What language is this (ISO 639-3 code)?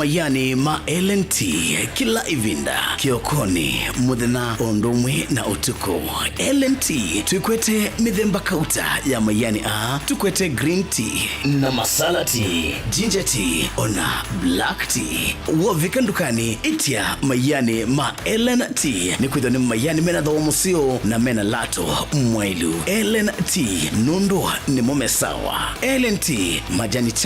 kam